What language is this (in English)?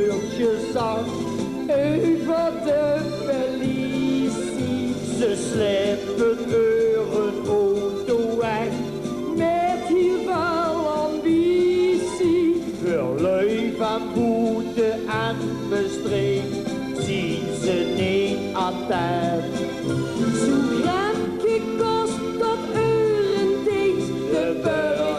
Limburgish